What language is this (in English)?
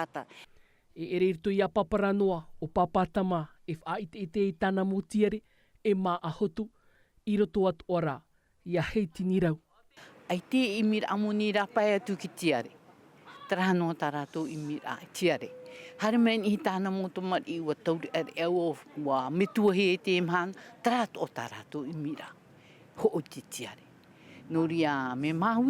Tahitian